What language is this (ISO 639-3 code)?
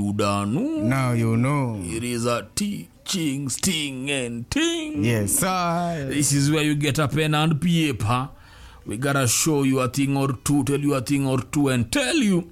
swa